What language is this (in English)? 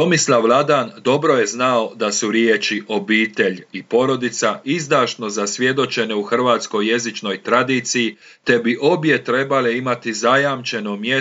Croatian